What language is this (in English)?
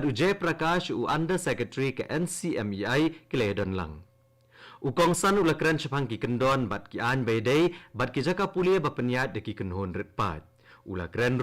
Khasi